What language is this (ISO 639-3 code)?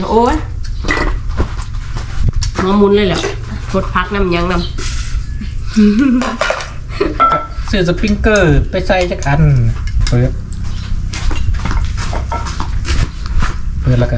tha